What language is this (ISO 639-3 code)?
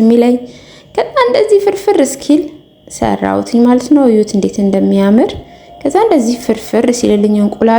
amh